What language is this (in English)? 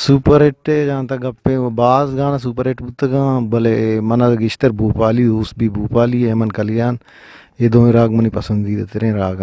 Eastern Balochi